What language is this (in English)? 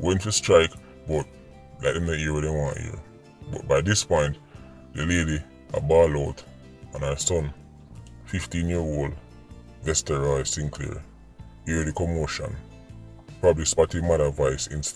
Jamaican Creole English